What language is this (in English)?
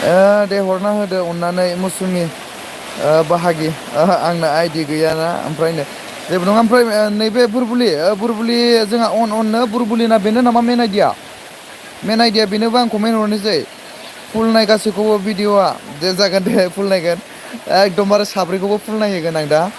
Bodo